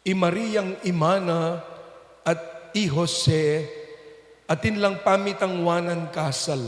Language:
Pampanga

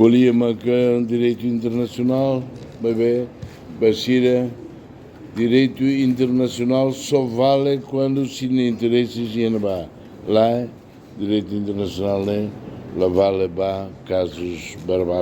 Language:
Tetum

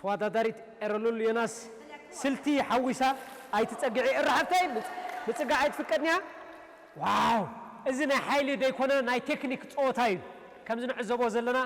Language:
Tigrinya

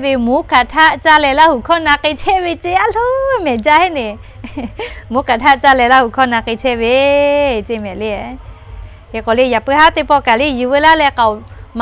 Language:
Lahu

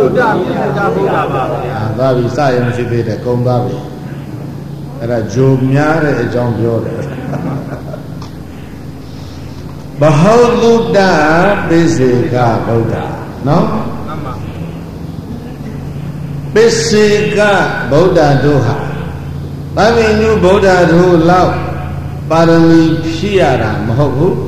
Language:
Burmese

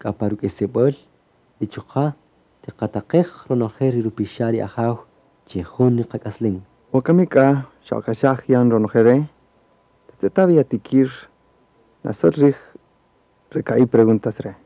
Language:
Kaqchikel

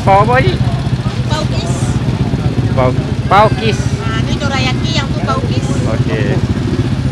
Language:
Malay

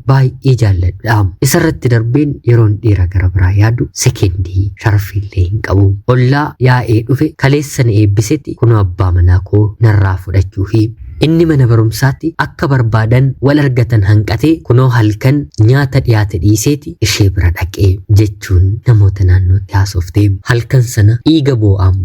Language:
Oromo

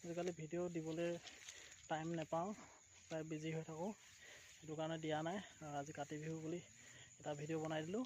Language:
Assamese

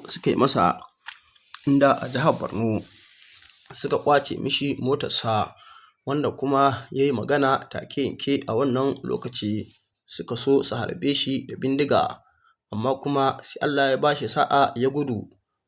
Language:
Hausa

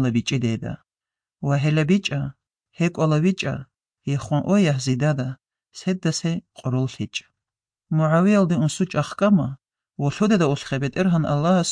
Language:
Armenian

